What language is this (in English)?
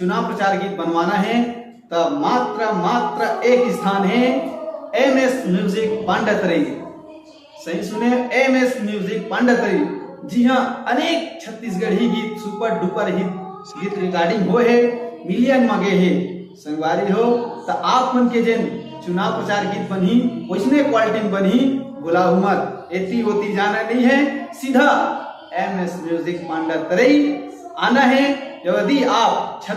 Chhattisgarhi